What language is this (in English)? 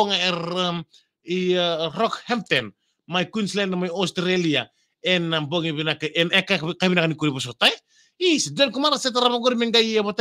Fijian